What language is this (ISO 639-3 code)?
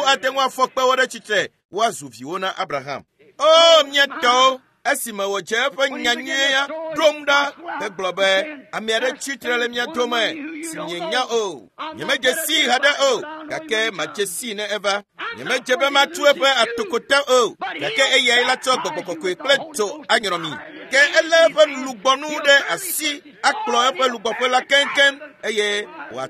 ewe